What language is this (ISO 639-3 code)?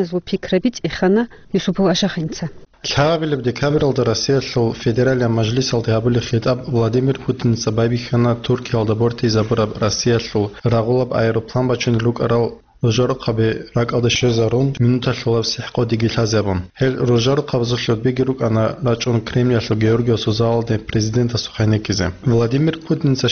ava